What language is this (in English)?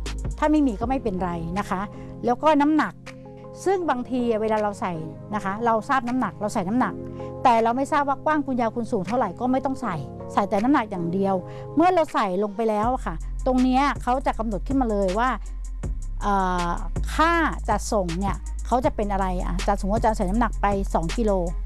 Thai